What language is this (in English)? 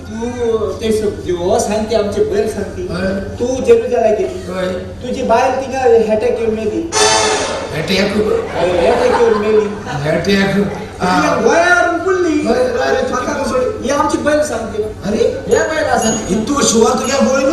Konkani